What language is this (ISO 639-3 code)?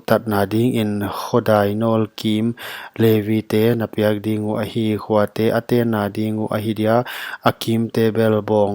pck